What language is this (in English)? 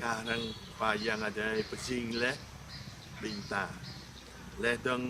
Jarai